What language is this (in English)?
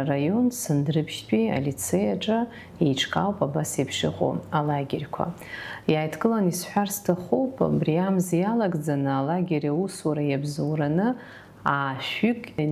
Abkhazian